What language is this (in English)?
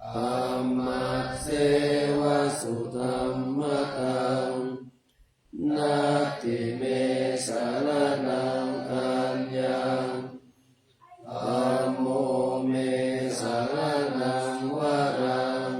Pali